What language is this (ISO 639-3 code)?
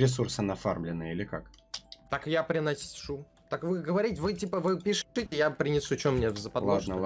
rus